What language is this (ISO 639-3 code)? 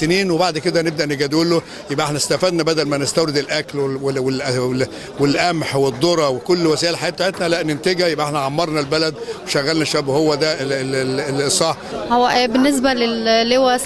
arz